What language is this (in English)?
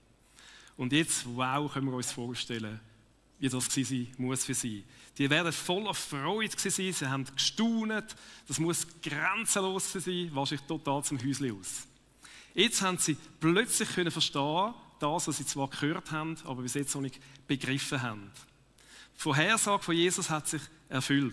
Swiss German